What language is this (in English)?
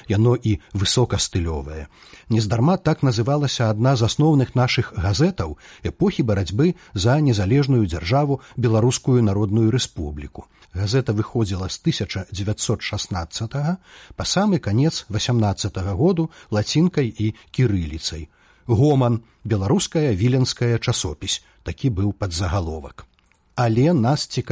Belarusian